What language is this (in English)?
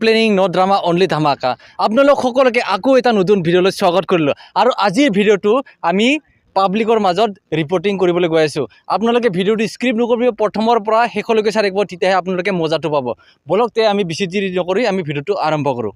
Assamese